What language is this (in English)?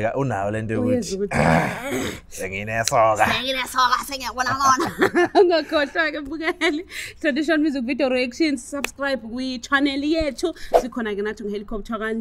Zulu